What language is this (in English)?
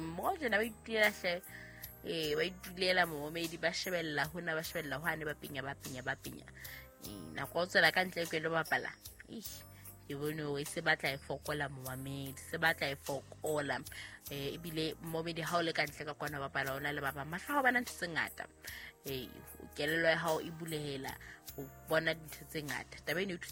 Southern Sotho